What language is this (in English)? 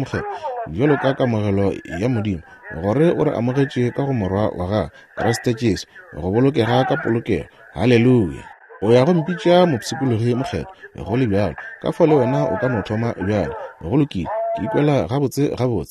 Northern Sotho